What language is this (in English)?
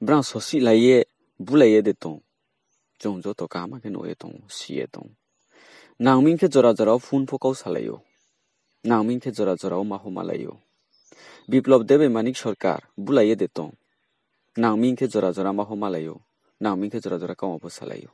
Riang (India)